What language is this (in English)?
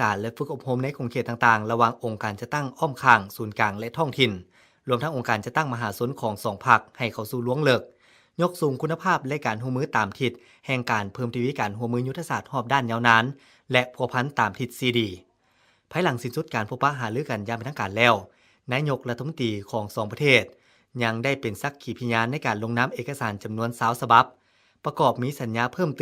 Lao